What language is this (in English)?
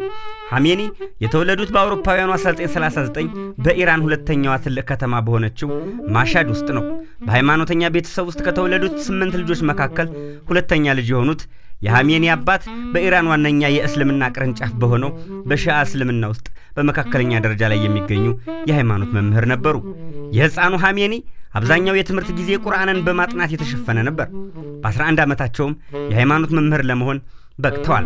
Amharic